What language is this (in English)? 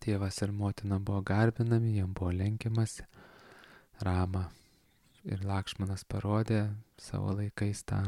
Lithuanian